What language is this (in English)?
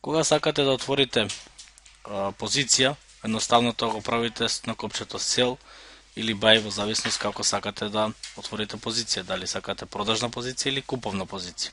Macedonian